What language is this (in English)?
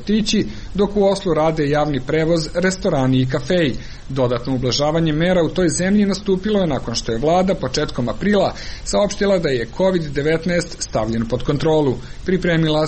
Serbian